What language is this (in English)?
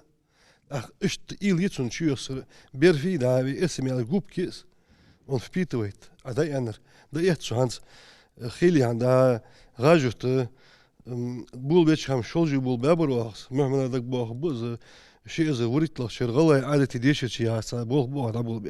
Ingush